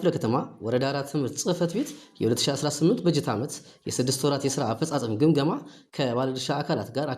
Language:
Amharic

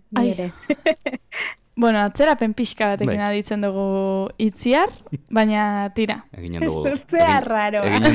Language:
Basque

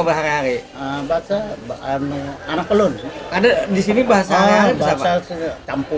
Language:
Banjar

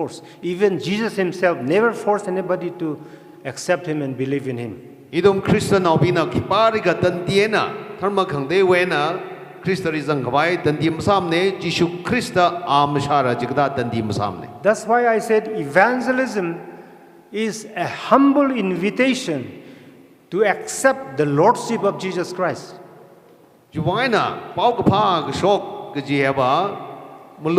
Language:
Tangkhul Naga (India)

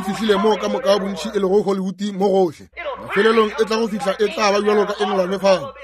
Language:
Northern Sotho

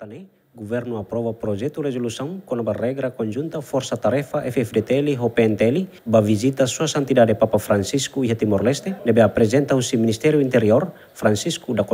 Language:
Tetum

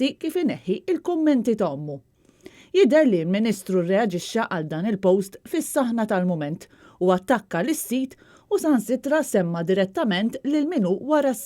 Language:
Maltese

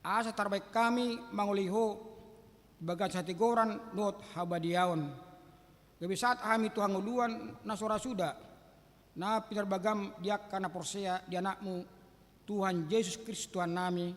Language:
Batak Toba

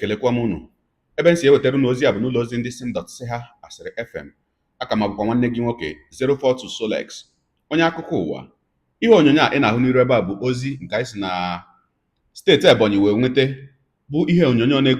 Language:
Igbo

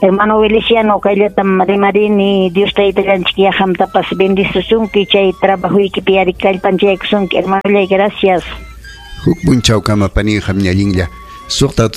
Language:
Ayacucho Quechua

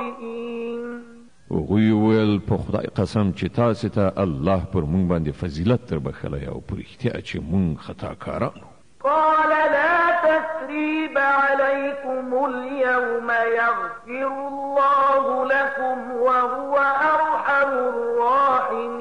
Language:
Pashto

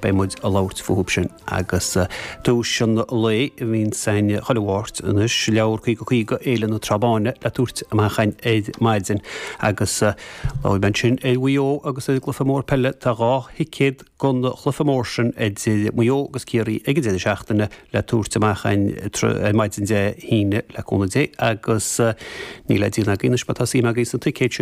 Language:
Irish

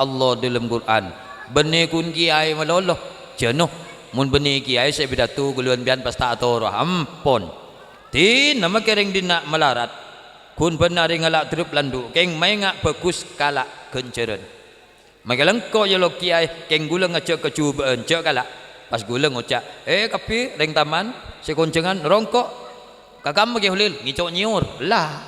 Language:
Madurese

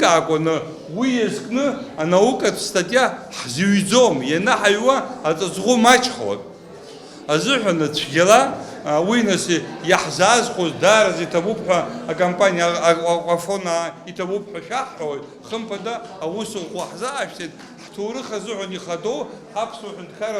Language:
Abkhazian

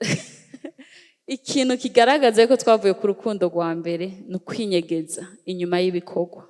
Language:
Rundi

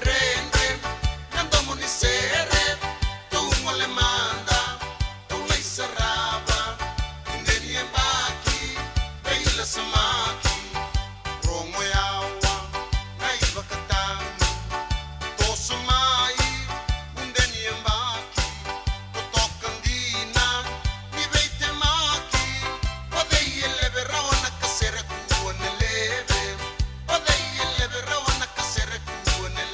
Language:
Fijian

